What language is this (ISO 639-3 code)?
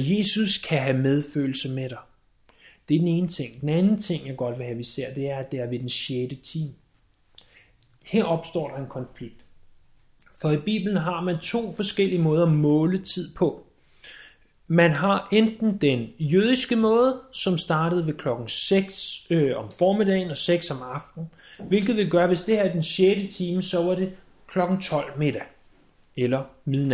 dan